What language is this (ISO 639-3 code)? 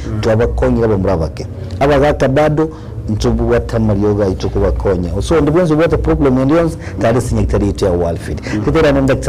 guz